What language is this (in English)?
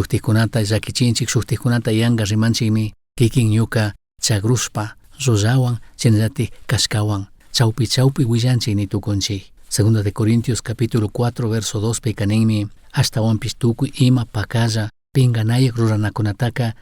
Chimborazo Highland Quichua